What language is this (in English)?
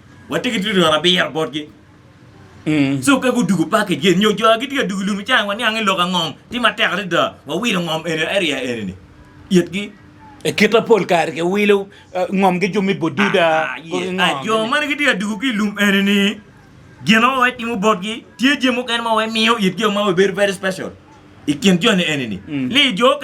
Acoli